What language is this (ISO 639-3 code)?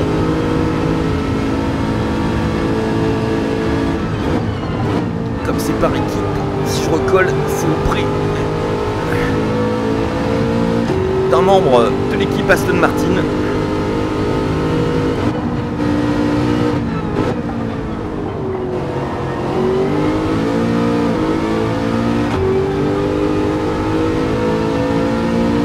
fra